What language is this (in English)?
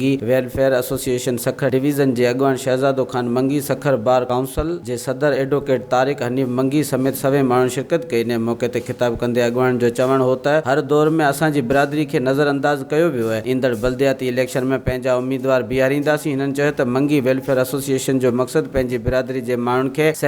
Sindhi